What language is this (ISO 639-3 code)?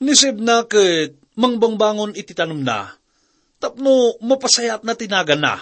ilo